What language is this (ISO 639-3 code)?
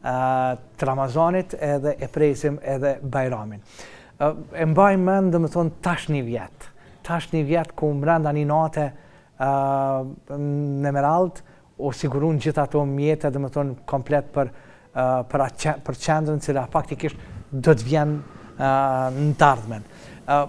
sqi